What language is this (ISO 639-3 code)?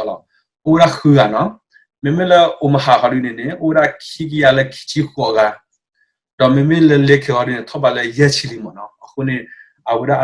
ksw